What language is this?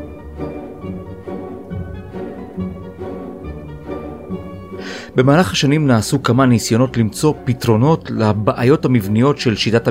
Hebrew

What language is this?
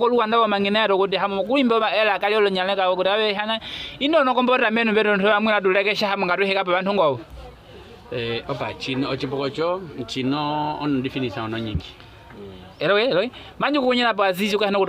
Nyaneka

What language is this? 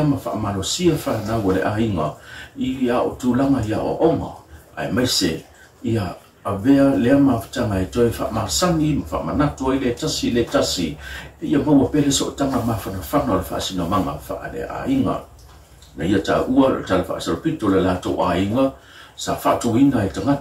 Samoan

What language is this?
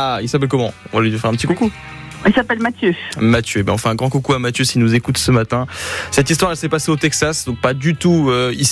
French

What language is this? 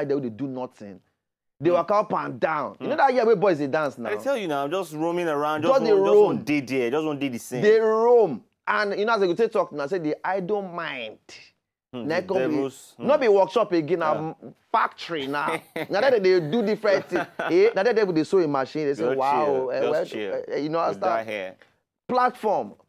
Nigerian Pidgin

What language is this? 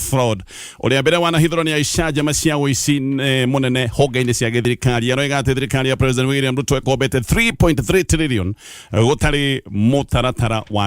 Kikuyu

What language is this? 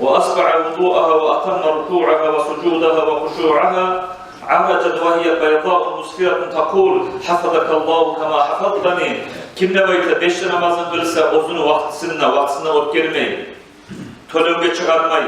Kumyk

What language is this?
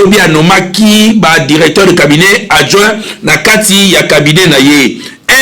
Lingala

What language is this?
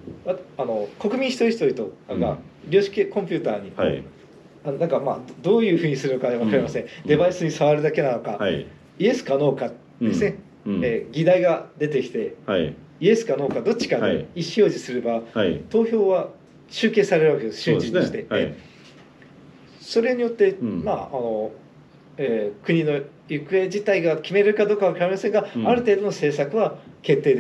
Japanese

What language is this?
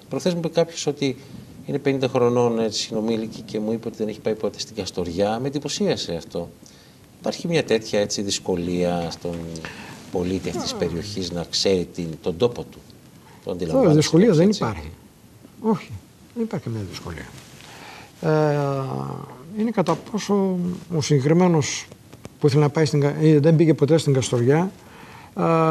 Greek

